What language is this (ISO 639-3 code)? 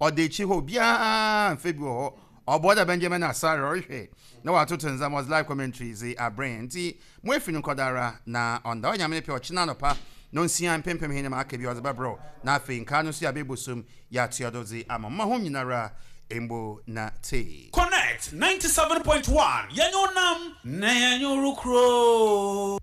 aka